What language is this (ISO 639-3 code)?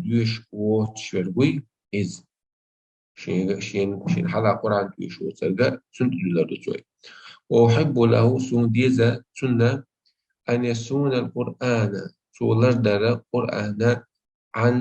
che